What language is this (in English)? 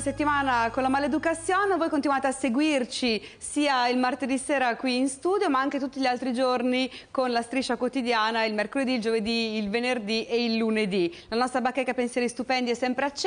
Italian